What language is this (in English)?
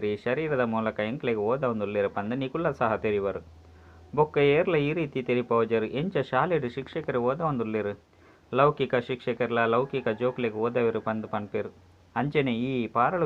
Tulu